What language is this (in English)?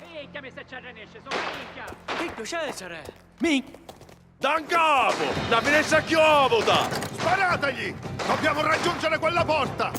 Sicilian